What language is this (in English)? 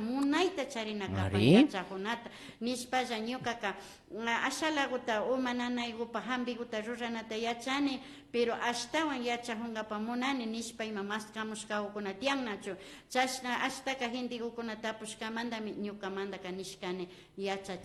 Imbabura Highland Quichua